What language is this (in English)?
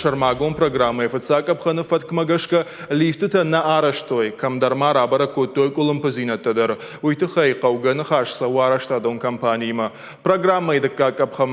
Ossetic